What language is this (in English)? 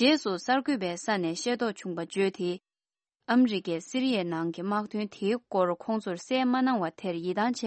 Tibetan